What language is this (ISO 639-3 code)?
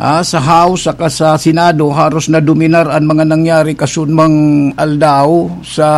bik